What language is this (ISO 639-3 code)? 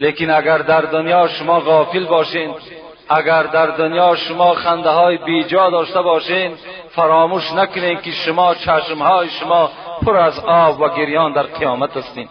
tgk